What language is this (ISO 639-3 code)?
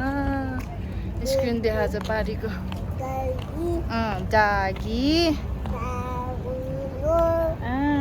nep